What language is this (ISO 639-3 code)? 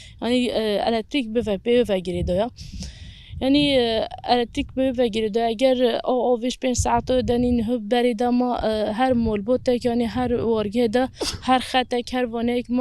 kur